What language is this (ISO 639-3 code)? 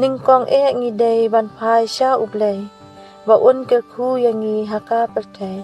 kha